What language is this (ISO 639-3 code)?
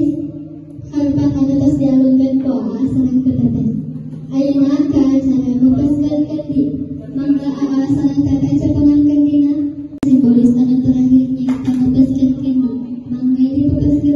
sun